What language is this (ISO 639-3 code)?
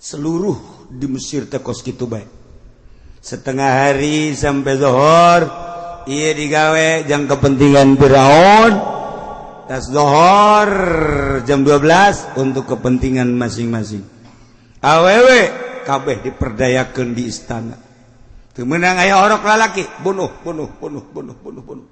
sun